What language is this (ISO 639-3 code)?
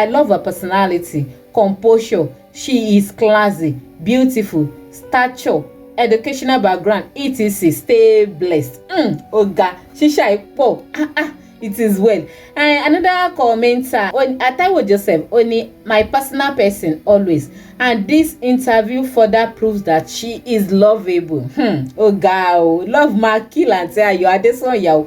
yor